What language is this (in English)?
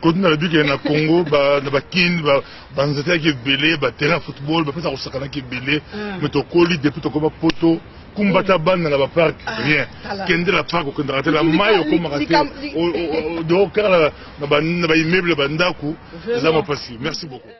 Lingala